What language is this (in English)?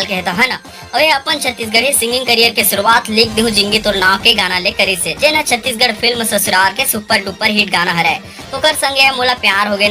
Chhattisgarhi